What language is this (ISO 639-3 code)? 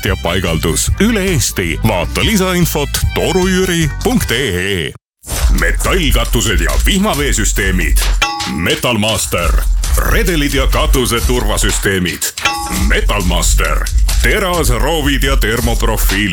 est